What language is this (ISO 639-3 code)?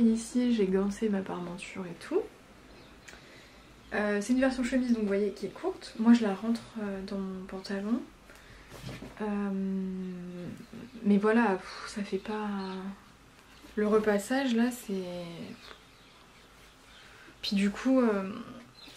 fra